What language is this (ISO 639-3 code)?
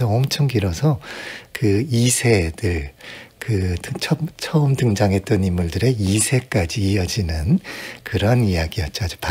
kor